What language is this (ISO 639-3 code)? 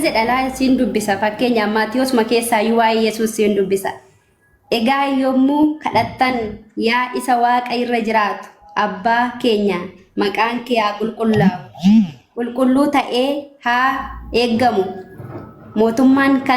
orm